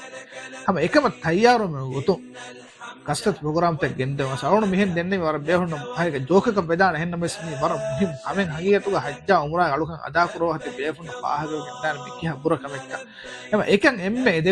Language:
Divehi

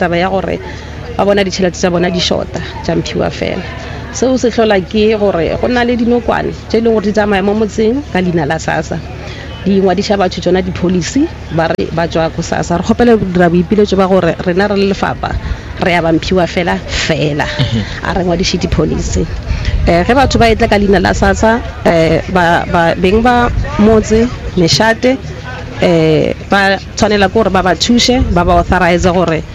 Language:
Northern Sotho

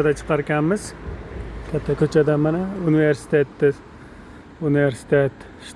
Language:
Uzbek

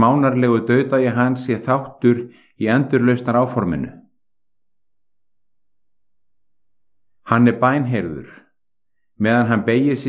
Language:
Icelandic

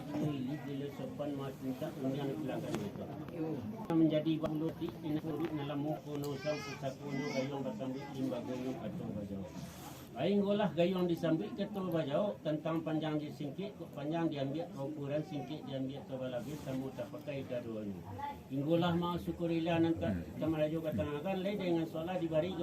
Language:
Minangkabau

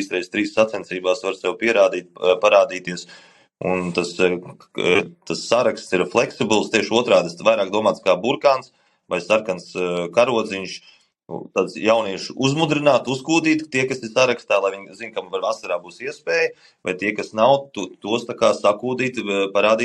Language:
Latvian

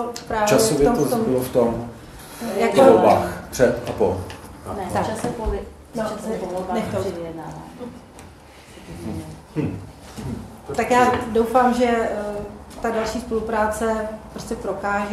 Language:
Czech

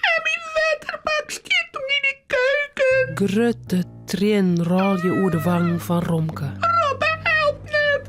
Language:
Western Frisian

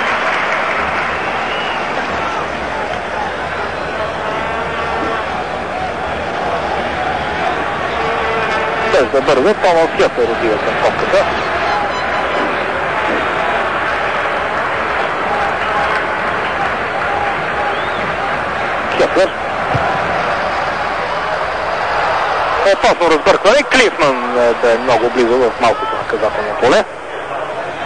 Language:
Bulgarian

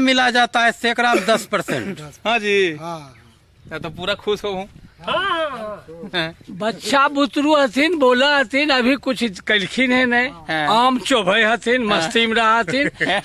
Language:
Magahi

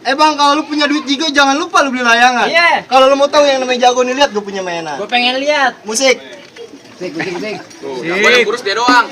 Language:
Betawi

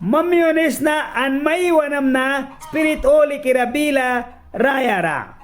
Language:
Mískito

